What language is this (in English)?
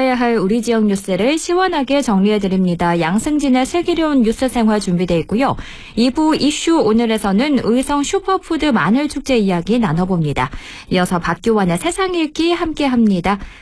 Korean